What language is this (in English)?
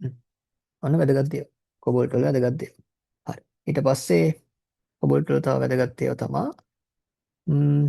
Sinhala